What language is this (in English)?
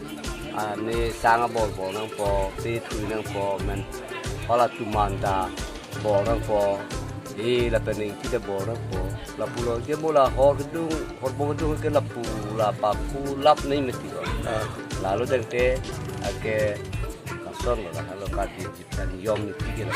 Karbi